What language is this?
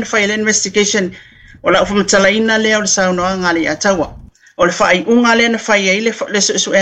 Samoan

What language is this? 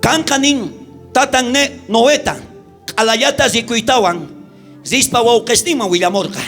South Bolivian Quechua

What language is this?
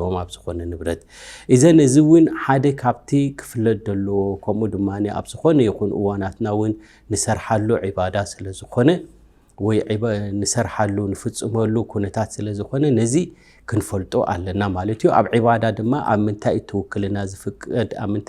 Tigrinya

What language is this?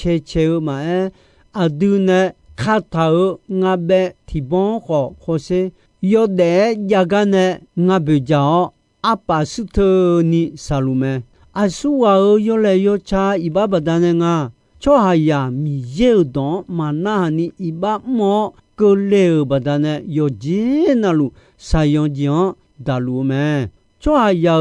Akha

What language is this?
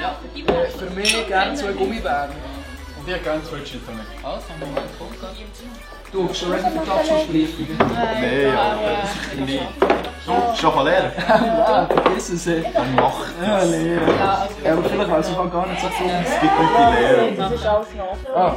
Swiss German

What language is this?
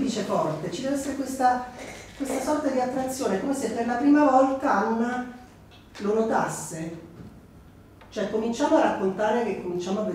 Italian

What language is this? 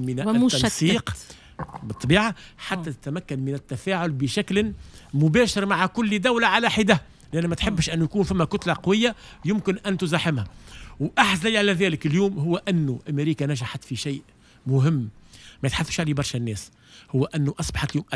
Tunisian Arabic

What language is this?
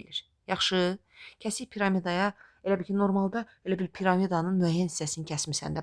Azerbaijani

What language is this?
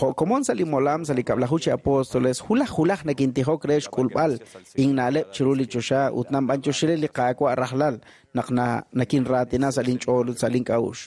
Kekchí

